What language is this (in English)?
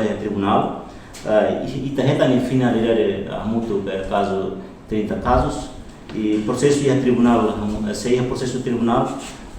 Tetum